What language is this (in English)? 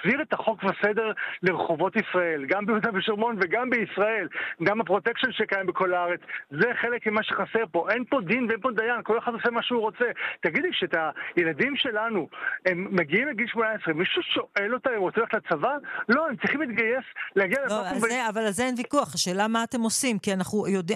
Hebrew